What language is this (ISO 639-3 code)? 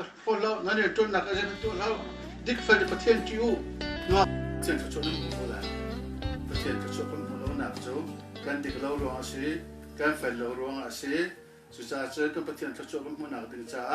cnh